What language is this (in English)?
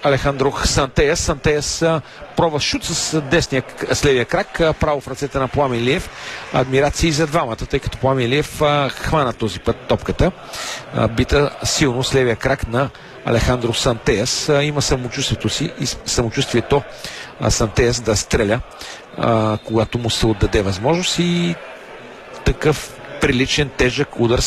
Bulgarian